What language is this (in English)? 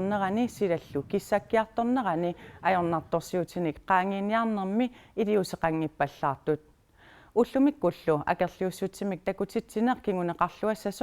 Kalaallisut